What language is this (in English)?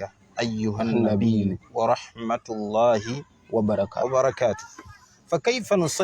Ganda